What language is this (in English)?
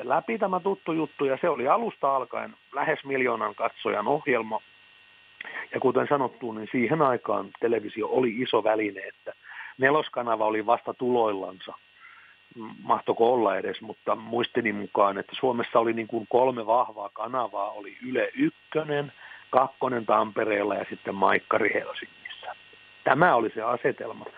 Finnish